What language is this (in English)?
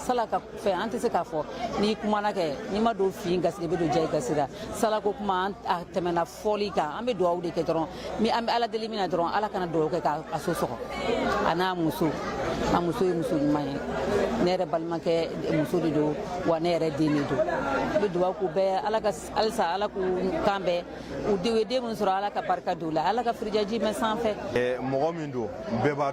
Bambara